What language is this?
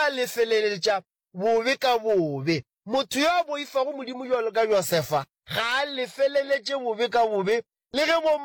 Northern Sotho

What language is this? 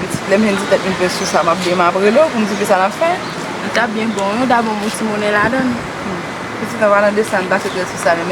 Haitian Creole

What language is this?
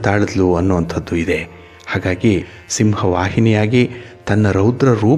Kannada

